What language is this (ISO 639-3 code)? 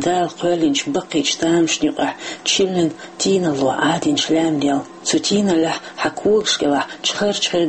che